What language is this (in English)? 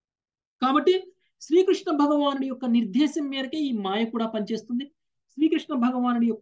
Telugu